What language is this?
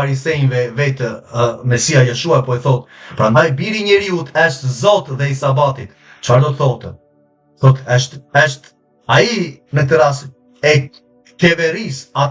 Albanian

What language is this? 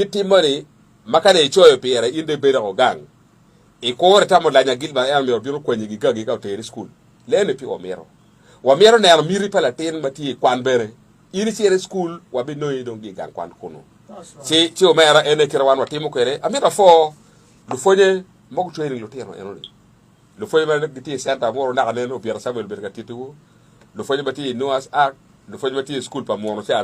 Acoli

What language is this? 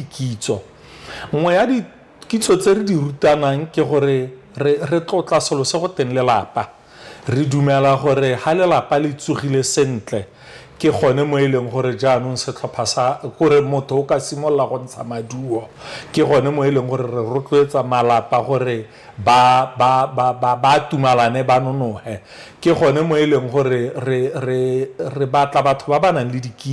Tswana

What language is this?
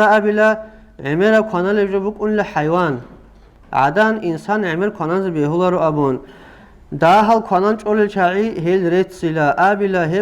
Avaric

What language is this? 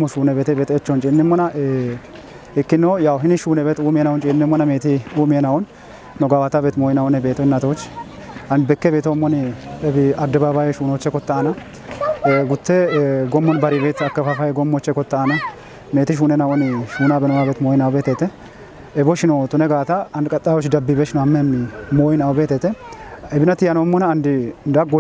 Kafa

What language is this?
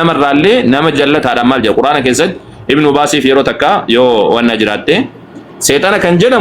Oromo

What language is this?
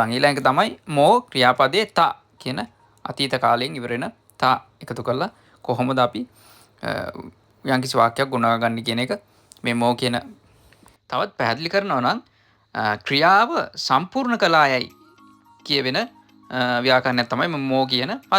Sinhala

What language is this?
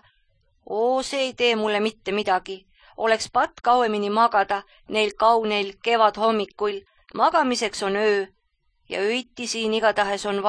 Estonian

